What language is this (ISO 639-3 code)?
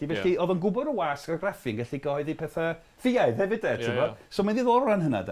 cym